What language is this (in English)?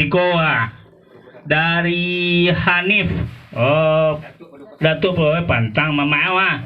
Minangkabau